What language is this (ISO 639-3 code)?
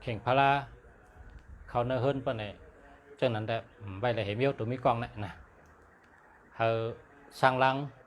shn